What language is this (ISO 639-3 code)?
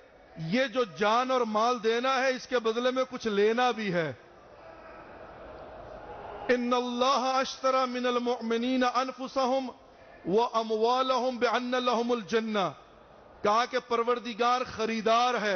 urd